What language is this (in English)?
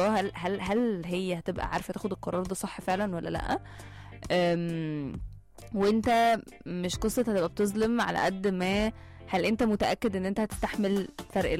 Egyptian Arabic